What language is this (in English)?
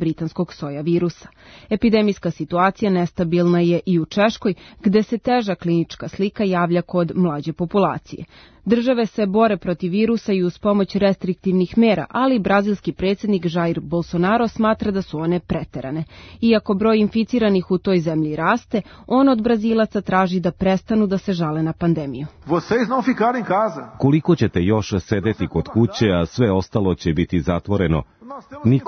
Serbian